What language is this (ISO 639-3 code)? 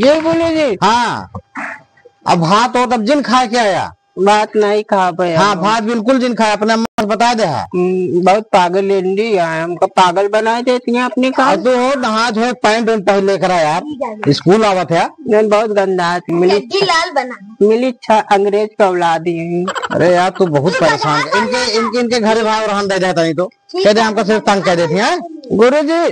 awa